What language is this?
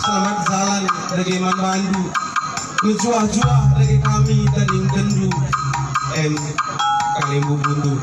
Batak Karo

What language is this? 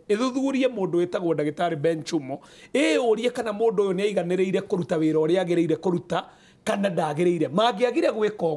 Kikuyu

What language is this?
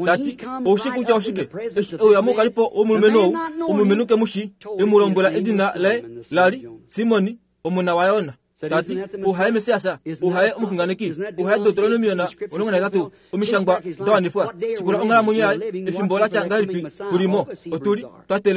Kuanyama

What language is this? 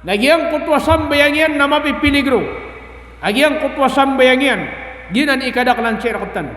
Maranao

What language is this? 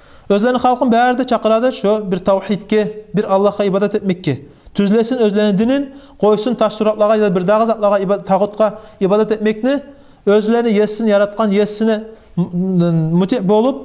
Kumyk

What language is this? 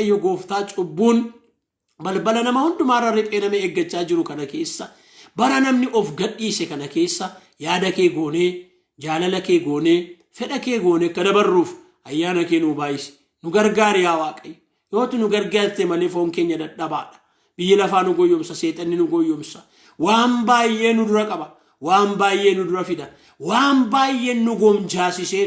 Oromo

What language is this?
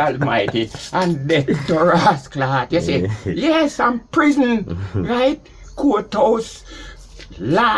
Jamaican Creole English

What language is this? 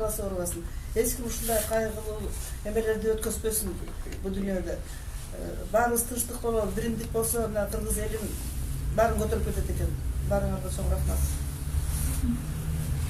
Kyrgyz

